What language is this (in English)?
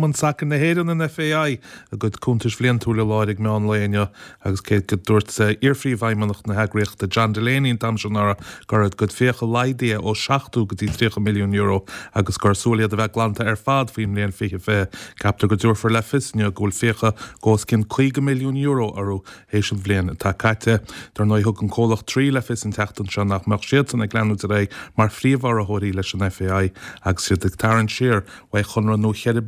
Irish